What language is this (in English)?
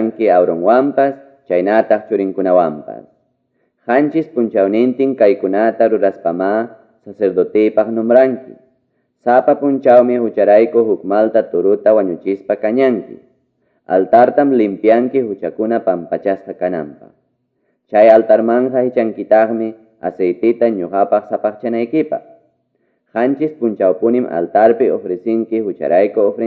Quechua